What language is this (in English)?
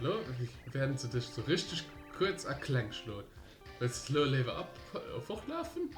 Luxembourgish